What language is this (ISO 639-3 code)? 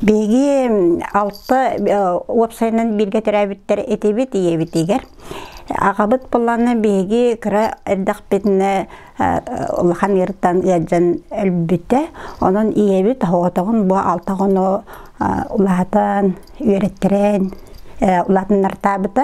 sah